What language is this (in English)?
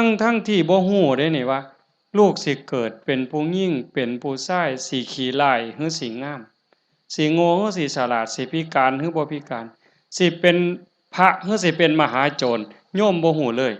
Northeastern Thai